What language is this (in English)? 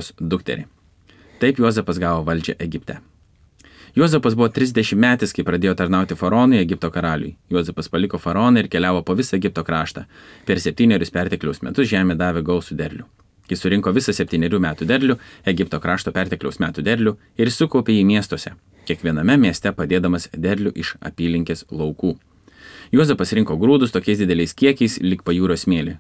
Lithuanian